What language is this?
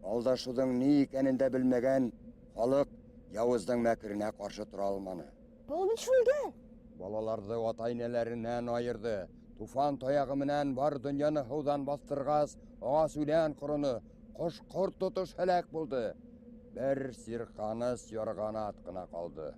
Bashkir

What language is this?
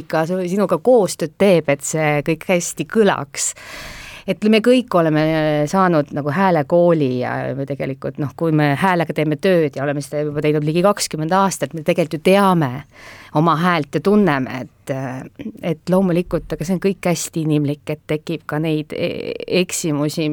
Estonian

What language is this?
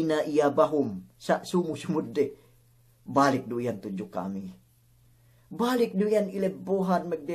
Yakan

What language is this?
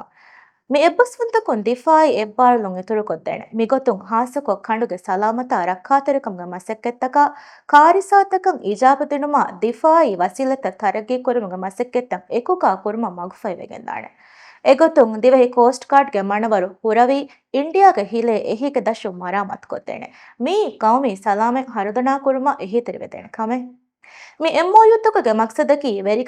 Divehi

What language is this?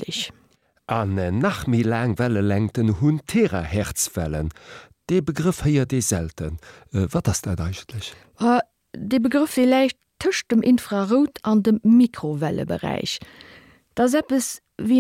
Luxembourgish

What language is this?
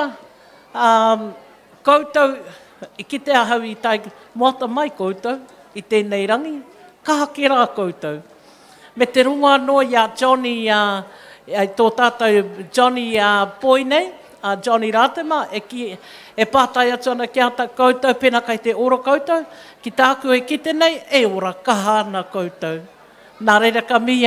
Māori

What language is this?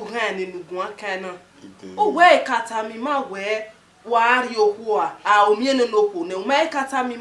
Bini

